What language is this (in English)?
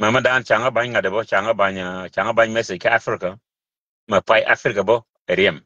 Nuer